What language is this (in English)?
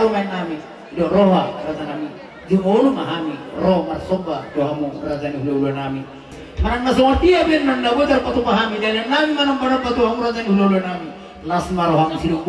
Batak Toba